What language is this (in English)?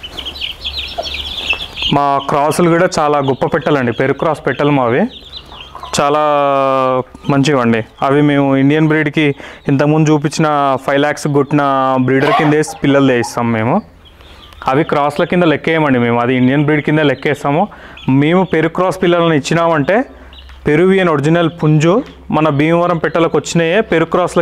Telugu